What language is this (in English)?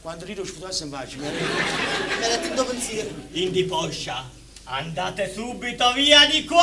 Neapolitan